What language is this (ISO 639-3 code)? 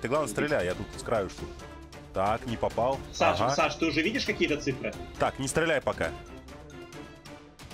rus